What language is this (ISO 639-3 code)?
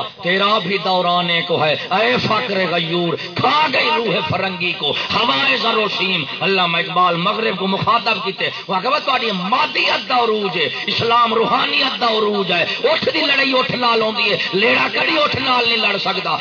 skr